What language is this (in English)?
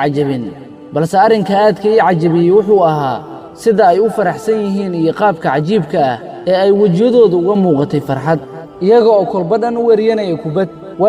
Somali